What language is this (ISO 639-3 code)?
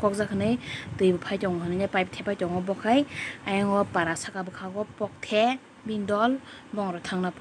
trp